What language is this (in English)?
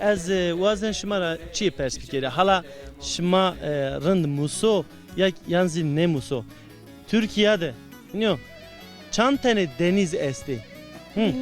Zaza